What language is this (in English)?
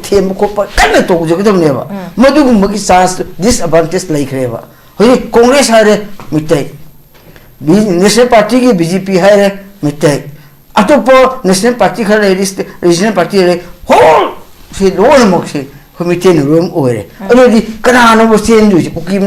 Manipuri